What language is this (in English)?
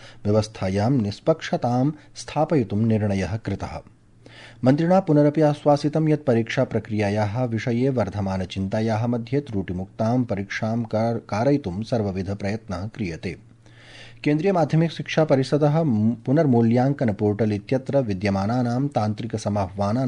Sanskrit